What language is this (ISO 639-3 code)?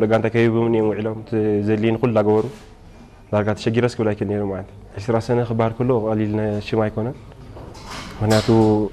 tir